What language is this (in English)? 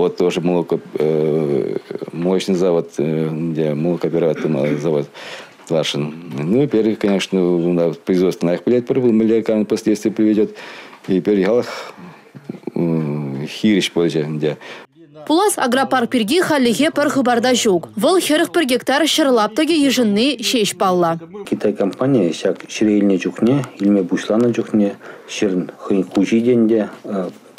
Chuvash